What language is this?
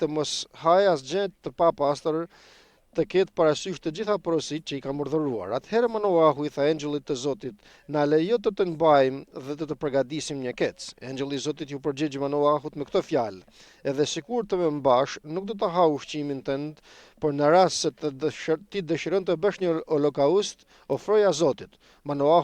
Albanian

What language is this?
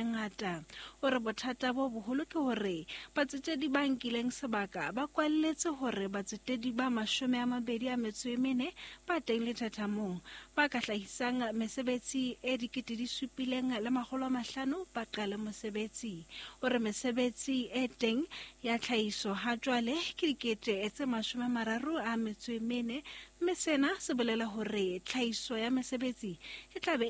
Southern Sotho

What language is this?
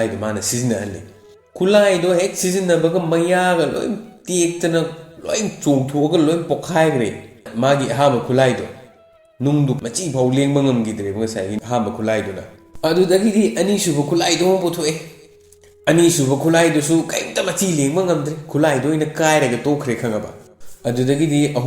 Manipuri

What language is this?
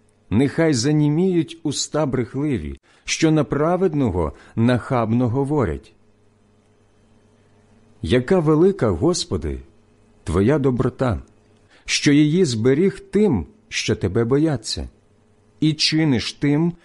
Ukrainian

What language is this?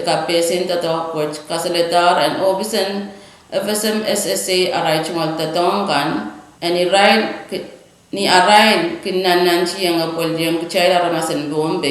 Pohnpeian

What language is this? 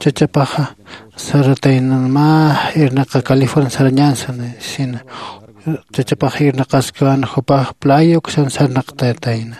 Aymara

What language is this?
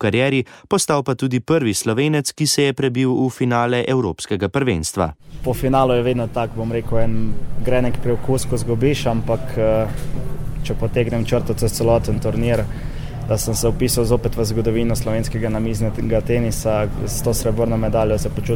Slovenian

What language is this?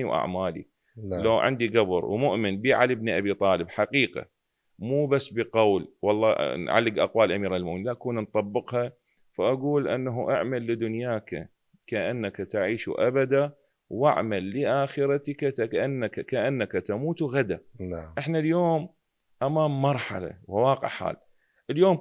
Mesopotamian Arabic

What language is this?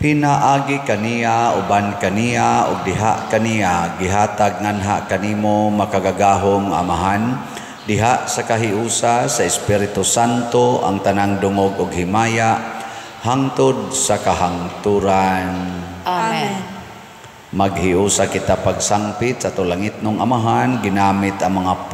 Cebuano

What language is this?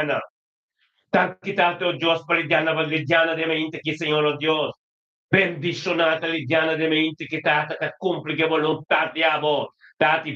Papiamento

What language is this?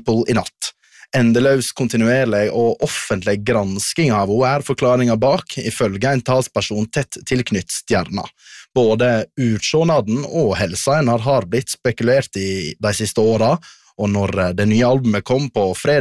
Norwegian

